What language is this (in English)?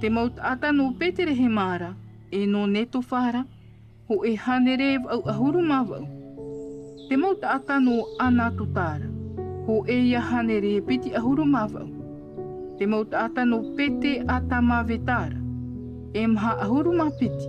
Tahitian